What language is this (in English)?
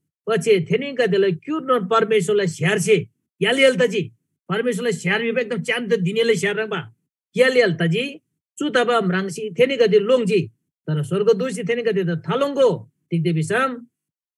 Eastern Tamang